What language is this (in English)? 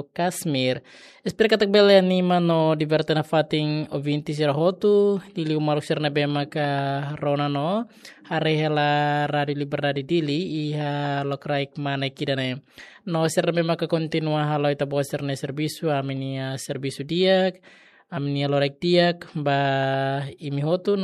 Tetum